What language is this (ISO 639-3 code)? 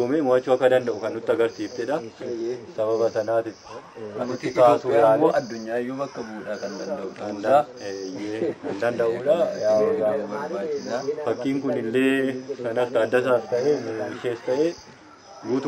orm